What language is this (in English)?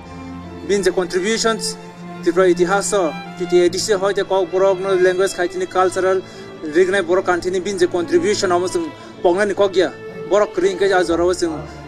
Kok Borok